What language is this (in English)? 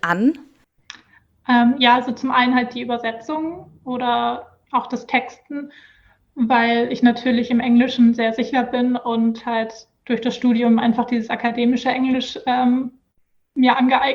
German